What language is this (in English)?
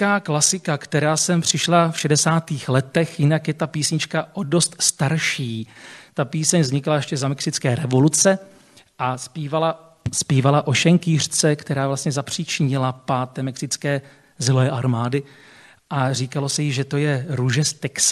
Czech